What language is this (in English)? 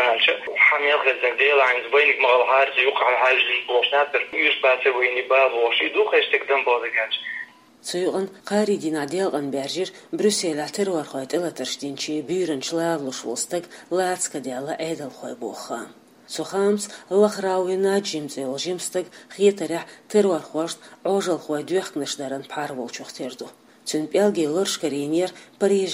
Chechen